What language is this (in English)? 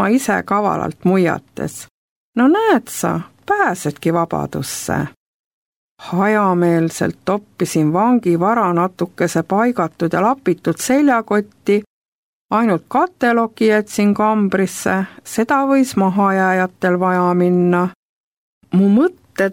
Estonian